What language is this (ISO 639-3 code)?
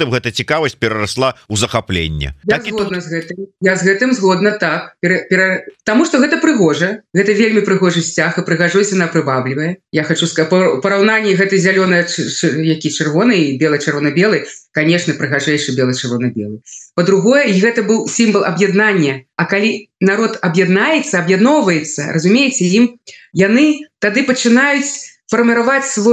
bel